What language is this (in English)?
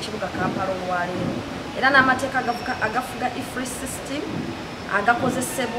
Ganda